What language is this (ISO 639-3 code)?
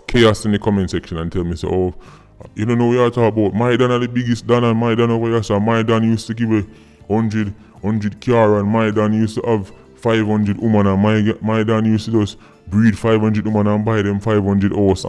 jam